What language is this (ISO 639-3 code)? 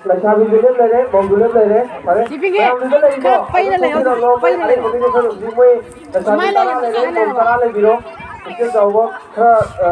mni